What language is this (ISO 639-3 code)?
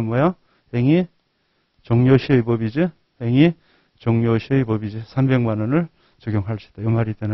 kor